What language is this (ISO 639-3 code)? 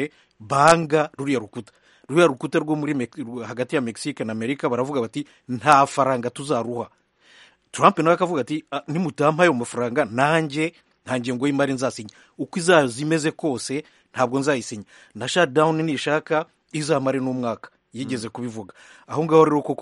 kin